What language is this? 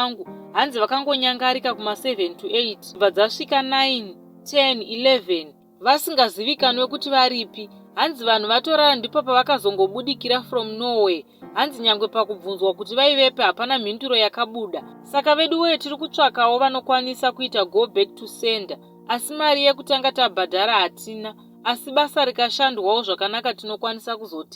Shona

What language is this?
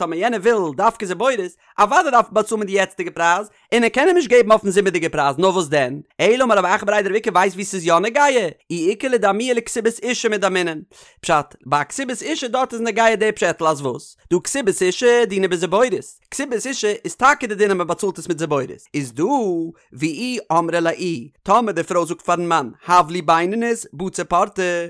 Yiddish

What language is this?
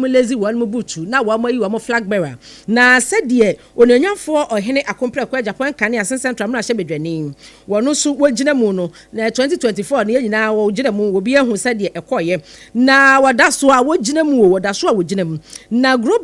Akan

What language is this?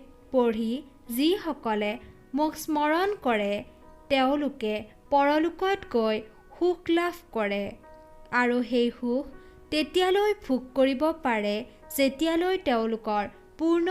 Assamese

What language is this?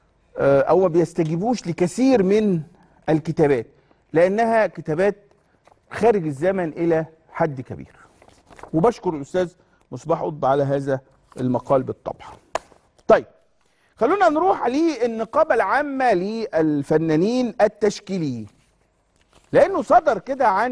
Egyptian Arabic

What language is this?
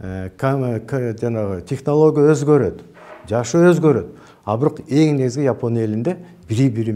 Kyrgyz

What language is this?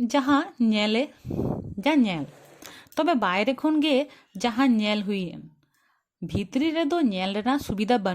Santali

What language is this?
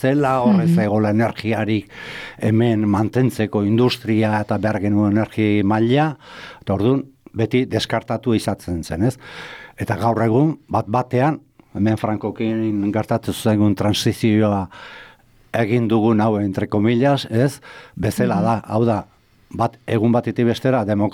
Basque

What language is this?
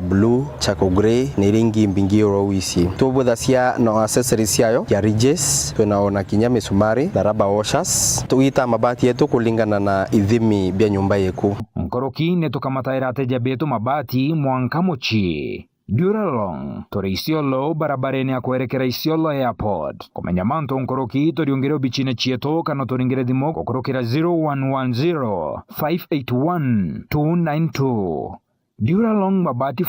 Meru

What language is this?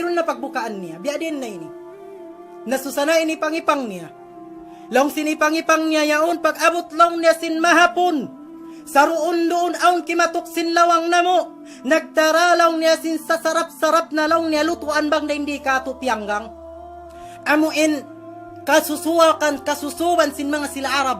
Tausug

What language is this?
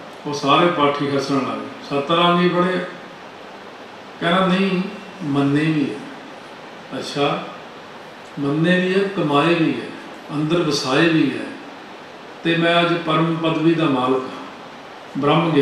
Punjabi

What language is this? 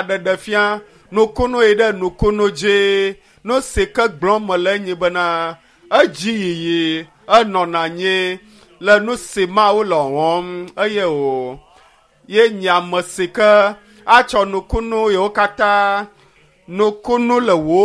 Ewe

